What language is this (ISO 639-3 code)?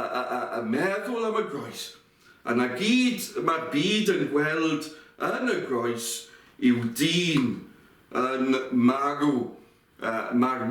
cym